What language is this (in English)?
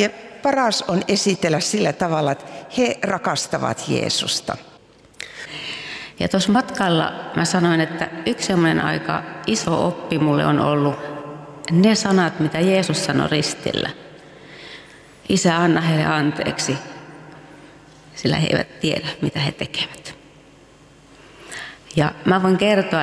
Finnish